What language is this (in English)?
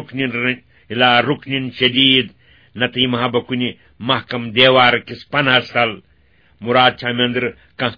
Kashmiri